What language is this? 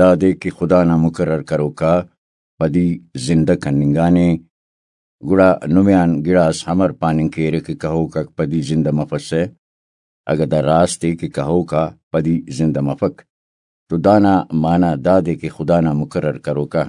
Brahui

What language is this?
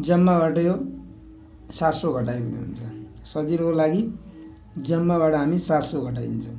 Nepali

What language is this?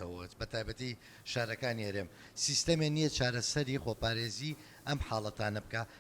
Central Kurdish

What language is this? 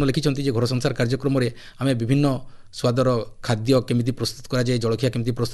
Odia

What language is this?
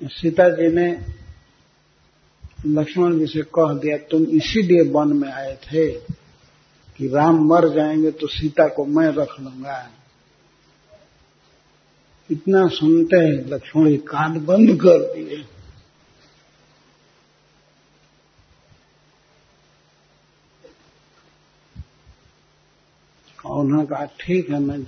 Hindi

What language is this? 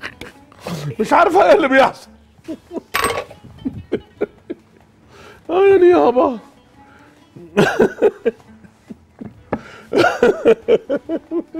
Egyptian Arabic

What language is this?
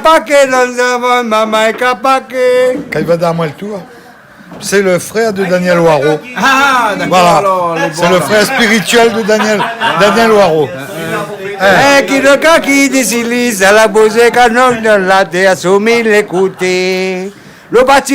Réunion Creole French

